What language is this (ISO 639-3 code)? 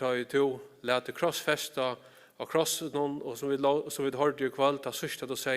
fao